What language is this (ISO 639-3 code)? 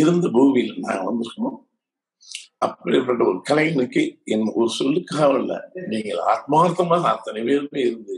tam